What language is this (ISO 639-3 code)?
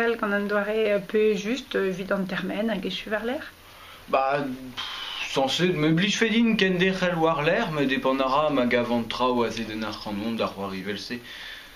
bre